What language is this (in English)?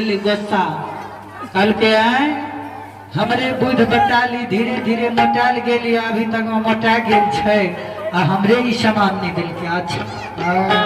Maithili